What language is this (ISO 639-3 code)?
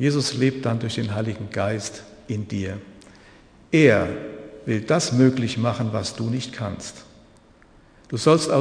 deu